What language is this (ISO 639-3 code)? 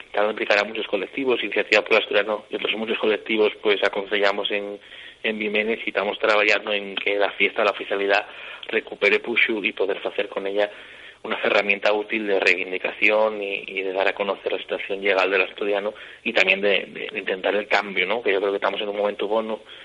ast